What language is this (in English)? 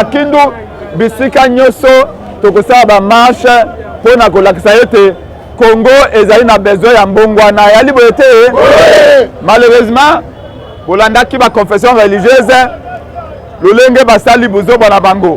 Lingala